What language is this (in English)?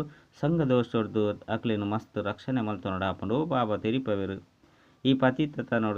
Tulu